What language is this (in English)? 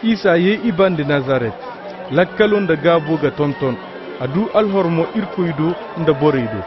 Koyraboro Senni